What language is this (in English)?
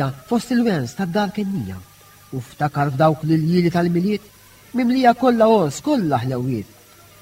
Maltese